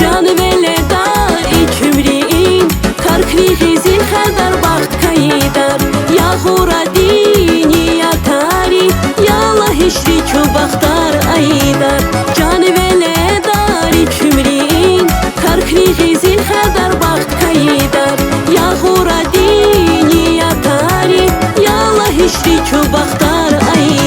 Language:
Tabassaran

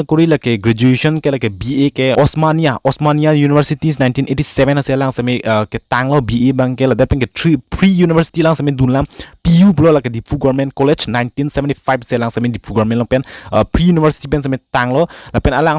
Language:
Karbi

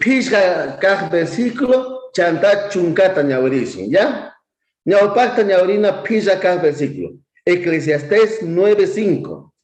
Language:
South Bolivian Quechua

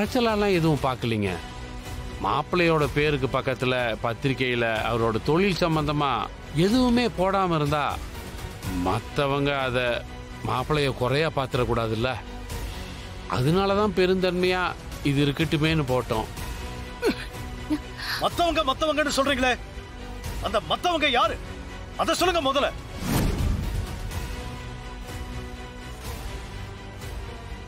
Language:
Tamil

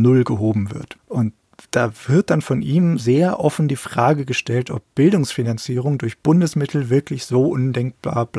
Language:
German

